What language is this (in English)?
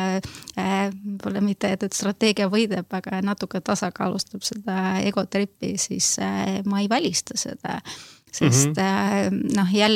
Estonian